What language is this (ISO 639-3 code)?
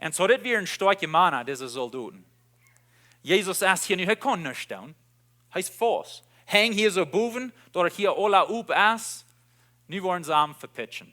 pdt